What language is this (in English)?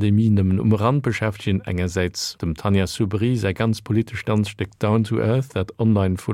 Luxembourgish